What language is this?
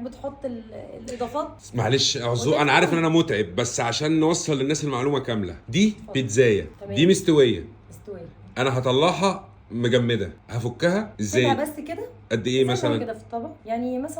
Egyptian Arabic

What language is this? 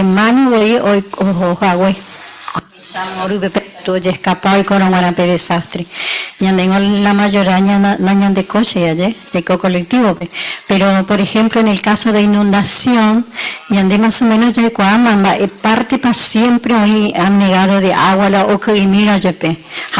Guarani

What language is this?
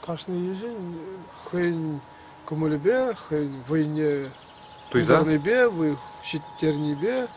Chuvash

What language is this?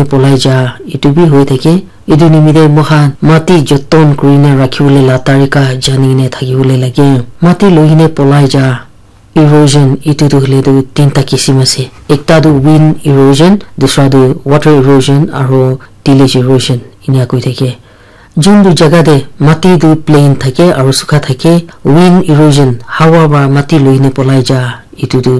Naga Pidgin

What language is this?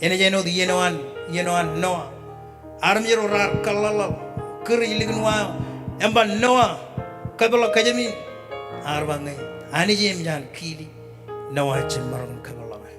Marshallese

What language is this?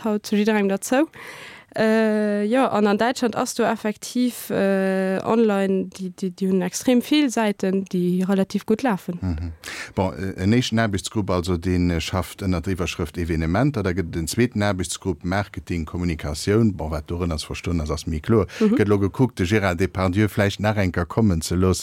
Luxembourgish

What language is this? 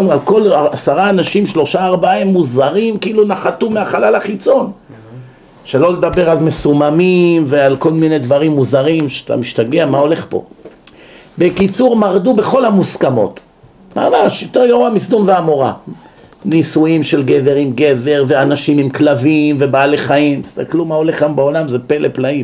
Hebrew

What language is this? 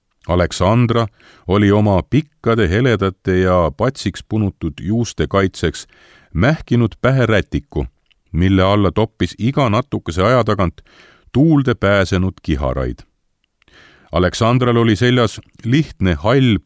Estonian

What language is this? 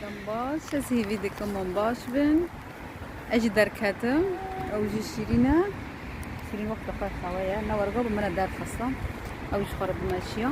Kurdish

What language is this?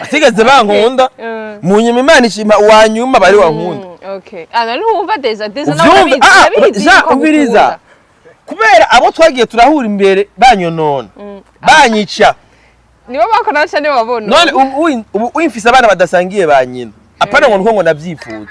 Rundi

